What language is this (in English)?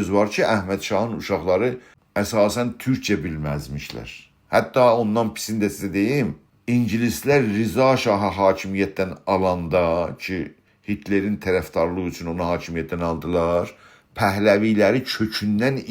South Azerbaijani